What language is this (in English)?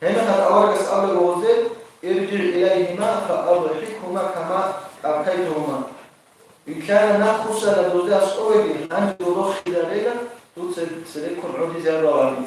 Avaric